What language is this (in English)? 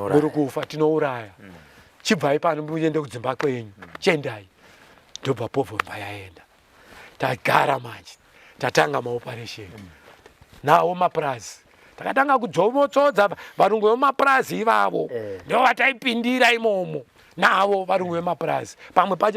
Shona